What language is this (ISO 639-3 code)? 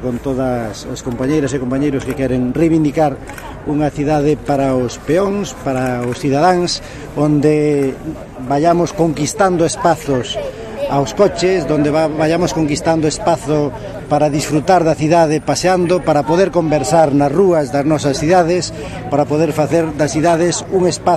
glg